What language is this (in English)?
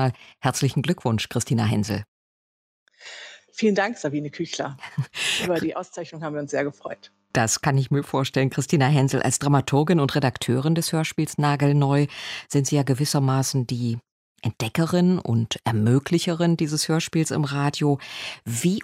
German